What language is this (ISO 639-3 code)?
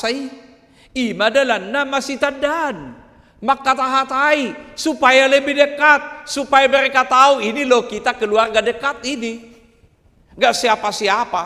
bbc